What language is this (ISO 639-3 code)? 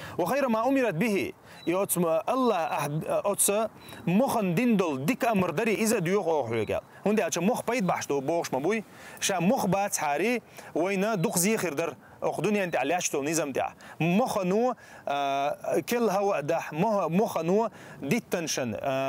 che